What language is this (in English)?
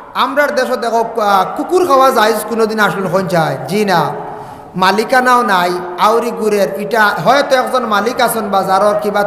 Sylheti